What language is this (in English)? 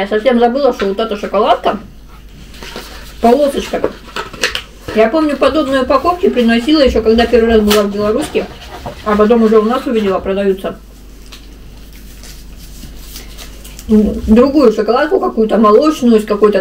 Russian